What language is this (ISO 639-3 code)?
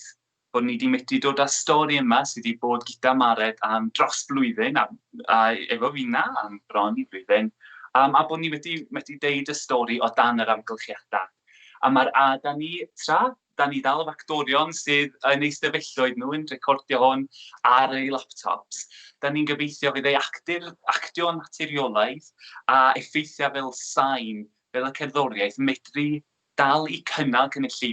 cym